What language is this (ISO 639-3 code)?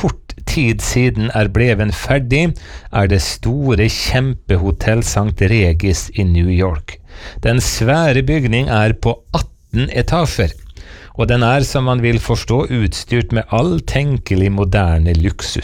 nor